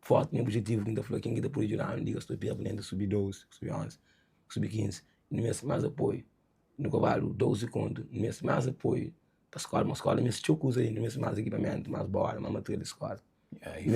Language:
Kabuverdianu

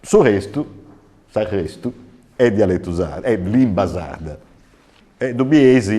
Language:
Sardinian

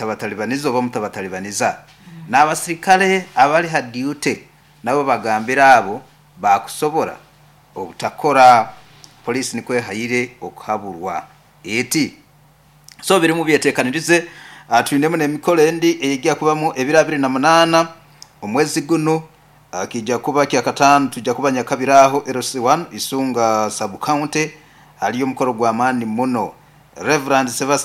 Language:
Nyoro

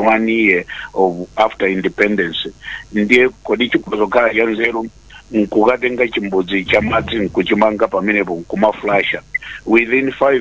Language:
Nyanja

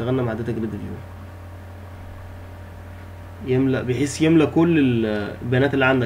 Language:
Egyptian Arabic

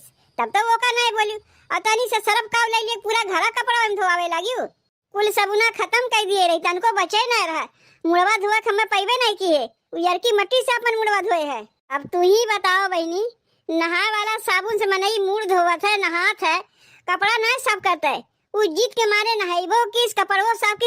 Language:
Awadhi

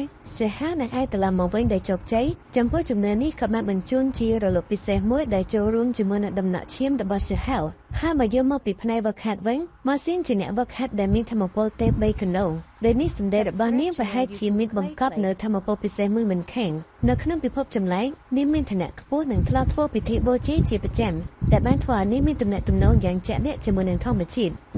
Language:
Khmer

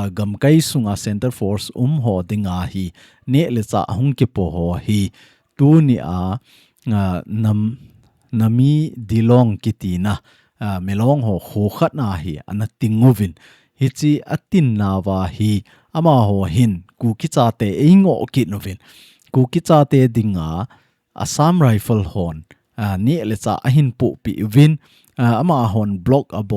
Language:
Thado Chin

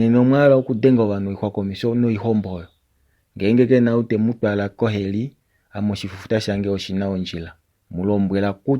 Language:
Kuanyama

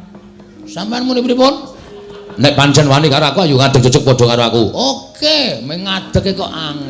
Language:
Javanese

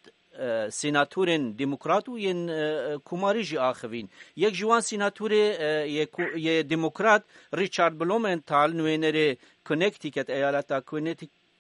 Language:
Kurdish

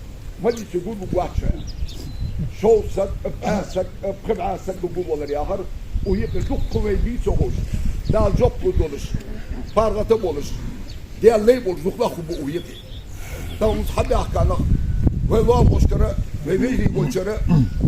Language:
Ingush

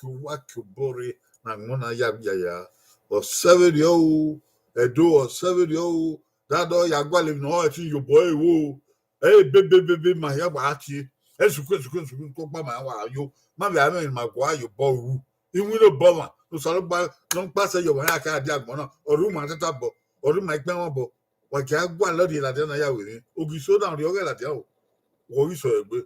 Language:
Bini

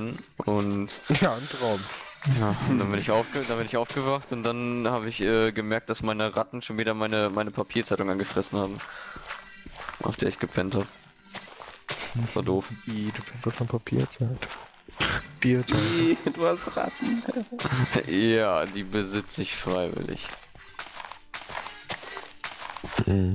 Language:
German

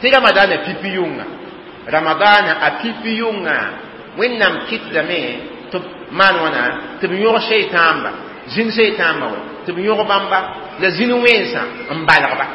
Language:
Mossi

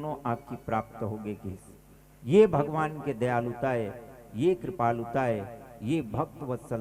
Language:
Chhattisgarhi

